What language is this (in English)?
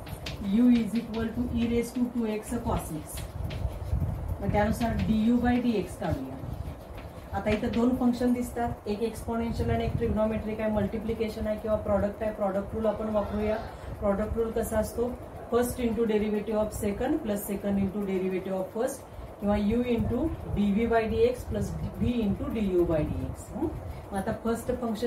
Marathi